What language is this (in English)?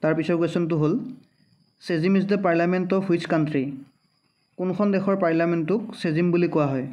Assamese